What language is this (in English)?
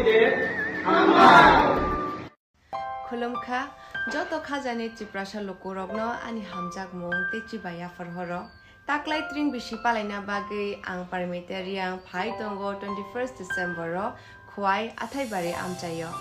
Kok Borok